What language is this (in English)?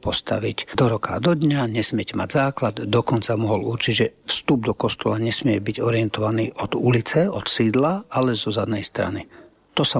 Slovak